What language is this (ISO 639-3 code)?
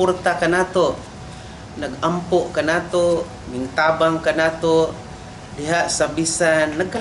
ceb